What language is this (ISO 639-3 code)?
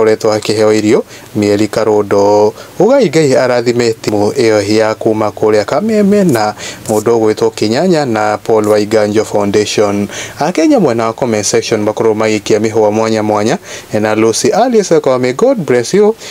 kik